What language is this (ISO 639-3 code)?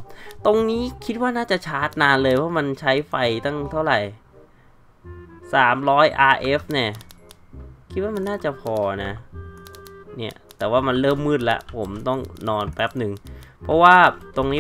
tha